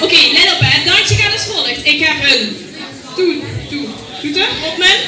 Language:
Limburgish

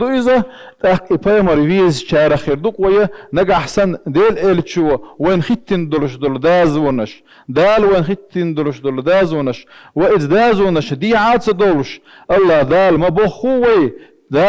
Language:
Chechen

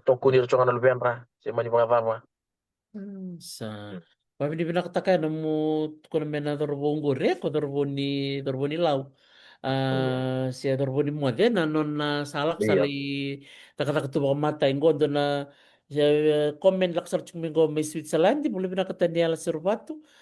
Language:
Fijian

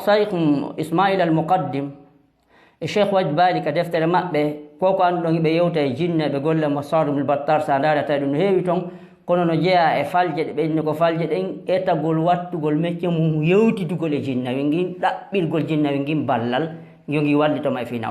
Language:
Fula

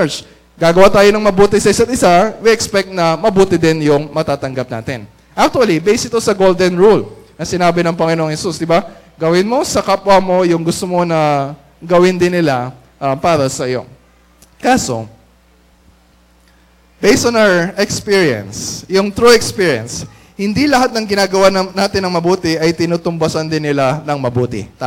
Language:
Filipino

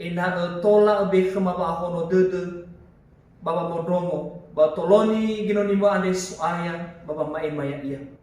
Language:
Nias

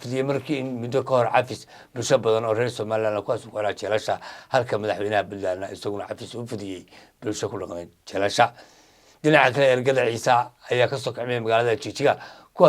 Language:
Somali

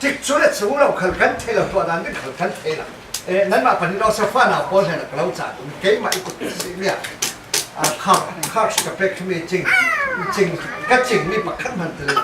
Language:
Falam Chin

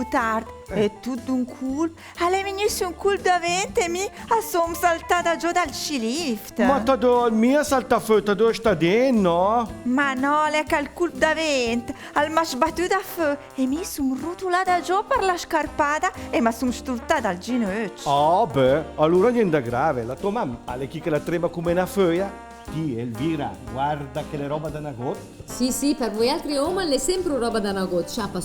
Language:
Lombard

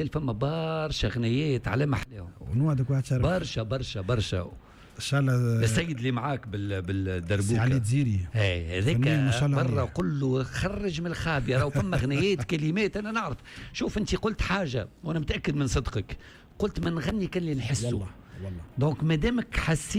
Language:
Tunisian Arabic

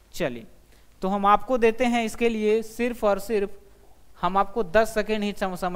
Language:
Hindi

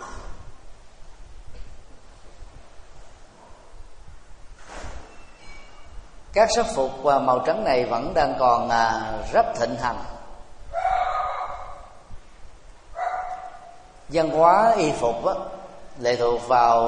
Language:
Vietnamese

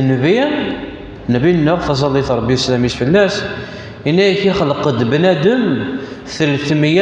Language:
Kabyle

